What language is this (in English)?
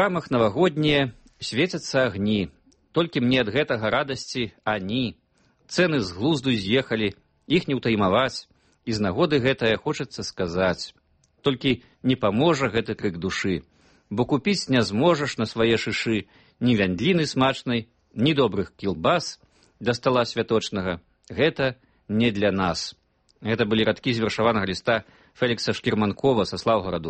Belarusian